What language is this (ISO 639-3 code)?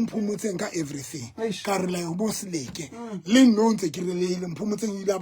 sot